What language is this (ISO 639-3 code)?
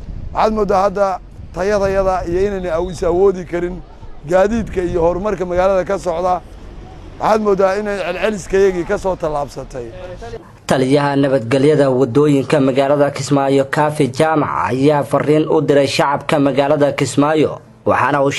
som